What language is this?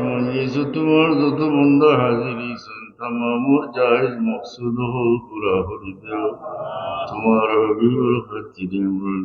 Sylheti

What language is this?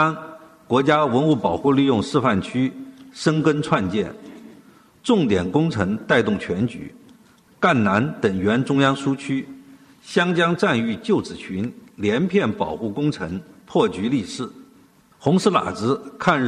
Chinese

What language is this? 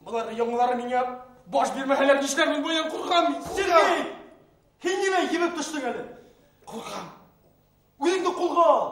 Bashkir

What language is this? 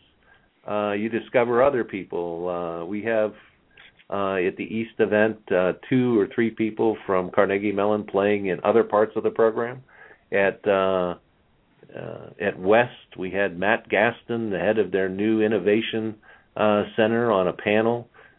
English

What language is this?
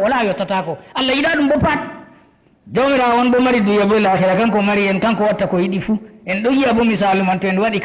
Fula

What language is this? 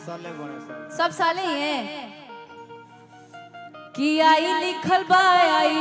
Bhojpuri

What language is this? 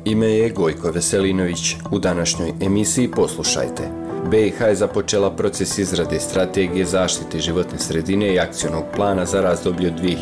Bosnian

